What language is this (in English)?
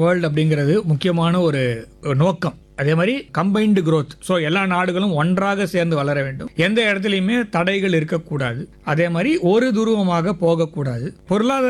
Tamil